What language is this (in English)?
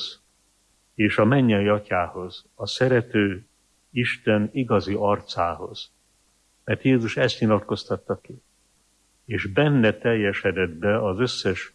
Hungarian